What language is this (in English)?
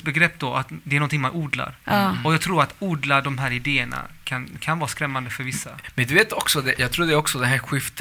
Swedish